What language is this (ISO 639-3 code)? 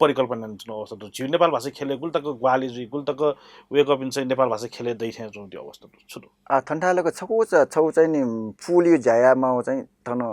new